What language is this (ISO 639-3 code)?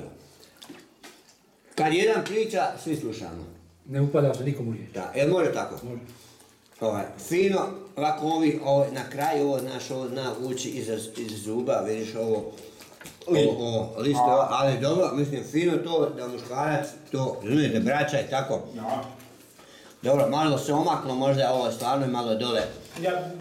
hrv